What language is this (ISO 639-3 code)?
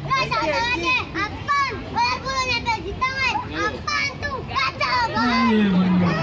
bew